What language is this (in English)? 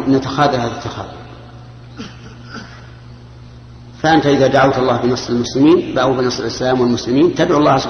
Arabic